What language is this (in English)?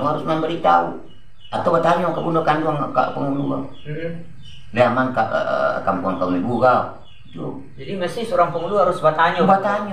Minangkabau